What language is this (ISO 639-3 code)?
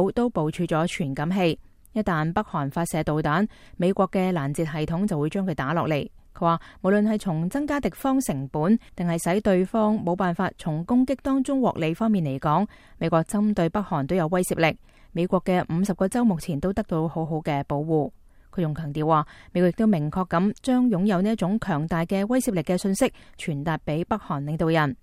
yue